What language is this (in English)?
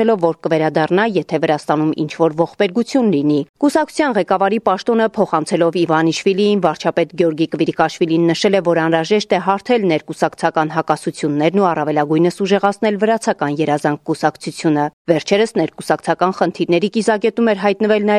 Armenian